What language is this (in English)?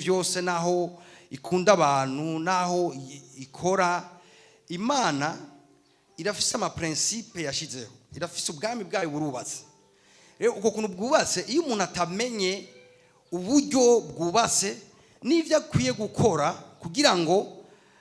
Rundi